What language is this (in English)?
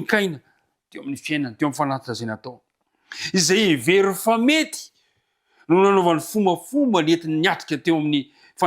Malagasy